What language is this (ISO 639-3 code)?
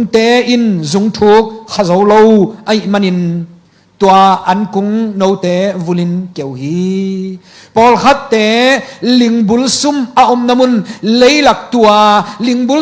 ctd